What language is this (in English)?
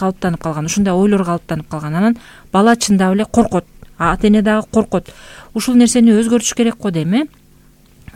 Kyrgyz